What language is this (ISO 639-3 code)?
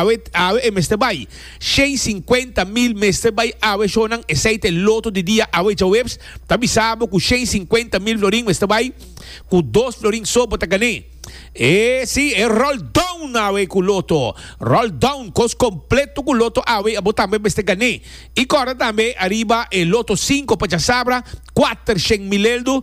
pap